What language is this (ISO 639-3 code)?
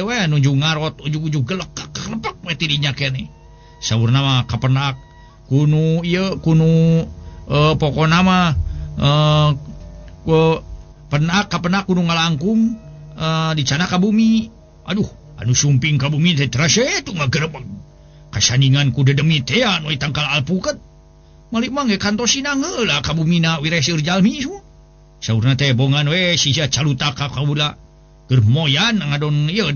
sun